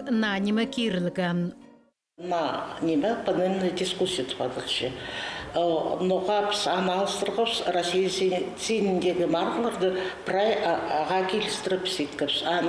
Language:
Khakas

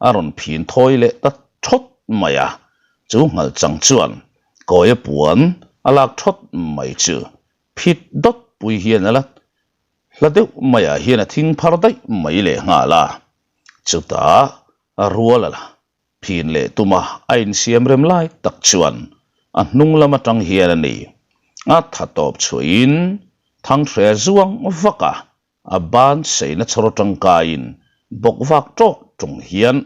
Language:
Mizo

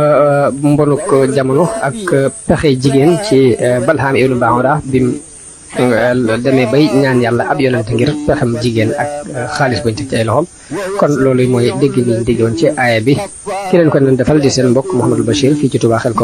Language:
Wolof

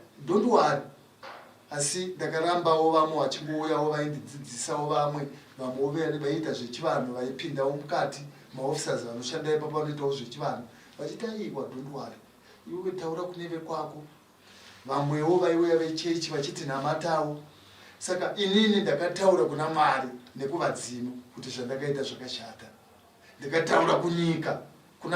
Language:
Shona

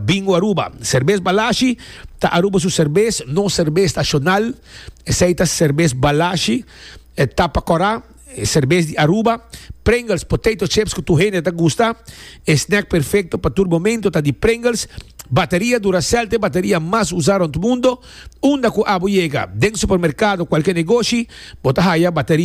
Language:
Papiamento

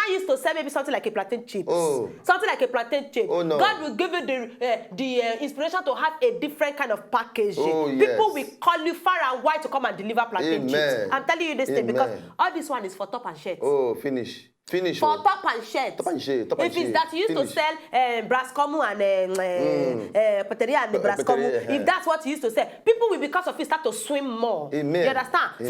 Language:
Nigerian Pidgin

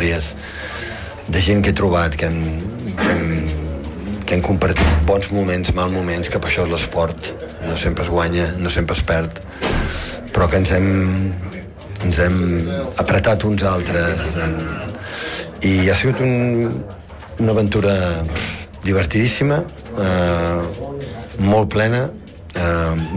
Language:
Catalan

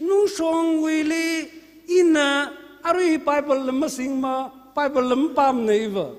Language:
Tangkhul Naga (India)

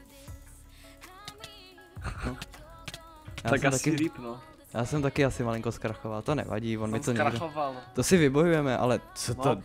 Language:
Czech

